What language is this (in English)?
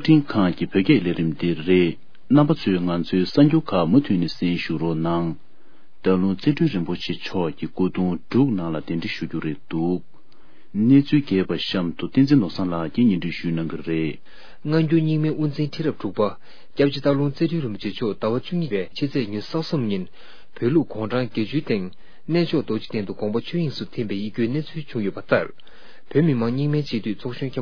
Tibetan